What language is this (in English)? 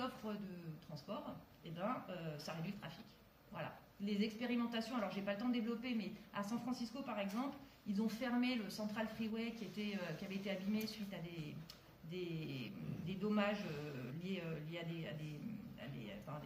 French